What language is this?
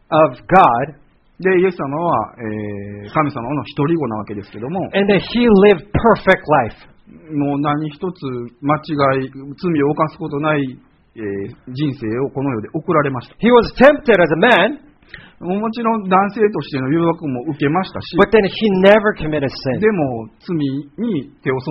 Japanese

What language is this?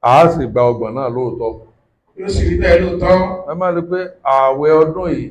Yoruba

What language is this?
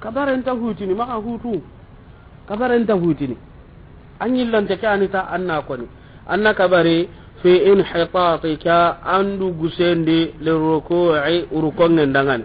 Soninke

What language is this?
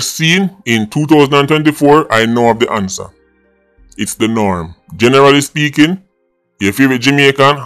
Jamaican Creole English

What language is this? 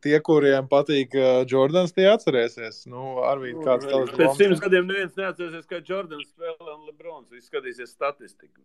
Latvian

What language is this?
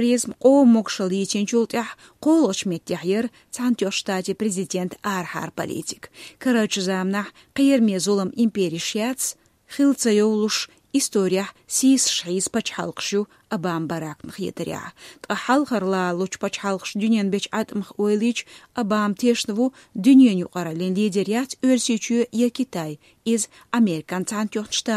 Chechen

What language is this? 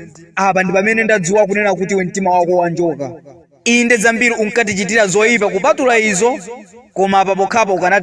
Nyanja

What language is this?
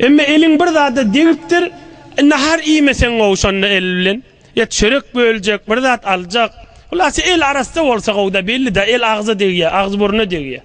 Turkmen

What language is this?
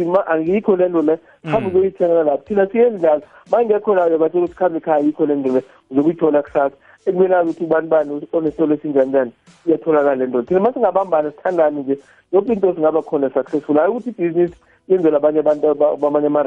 South Ndebele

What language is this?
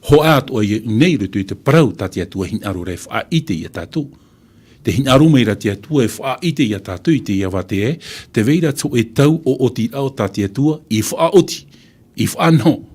Tahitian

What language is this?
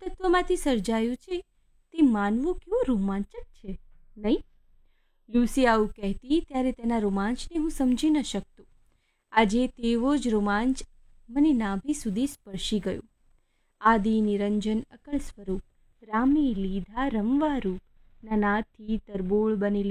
Gujarati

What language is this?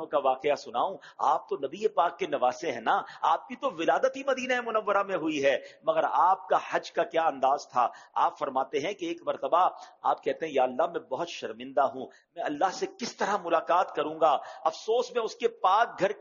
Urdu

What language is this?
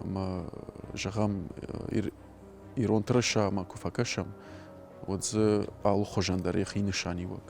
Ossetic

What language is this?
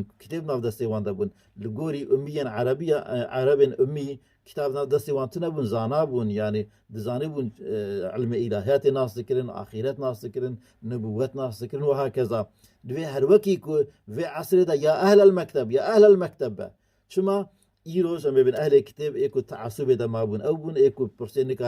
Kurdish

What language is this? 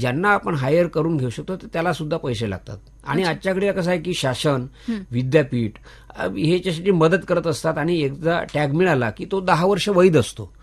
Marathi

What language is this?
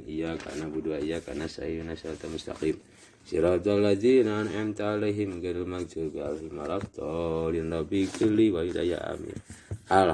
Sundanese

